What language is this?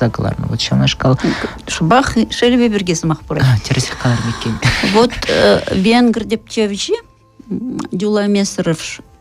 Chuvash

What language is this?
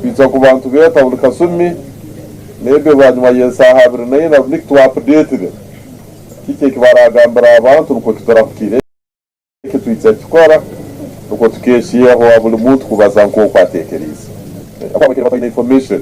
Tooro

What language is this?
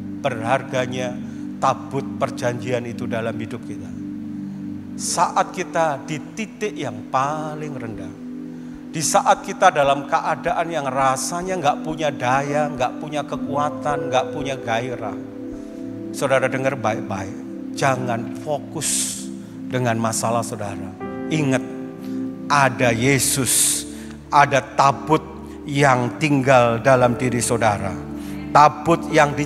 Indonesian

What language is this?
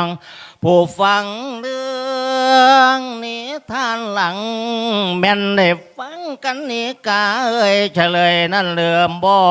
Lao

